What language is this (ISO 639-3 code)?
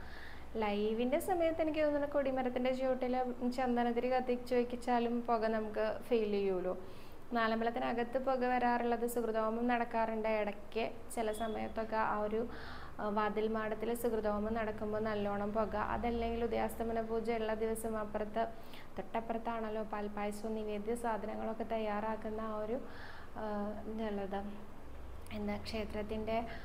mal